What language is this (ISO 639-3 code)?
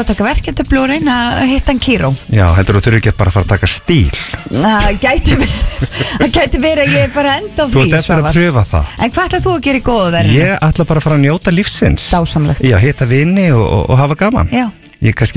isl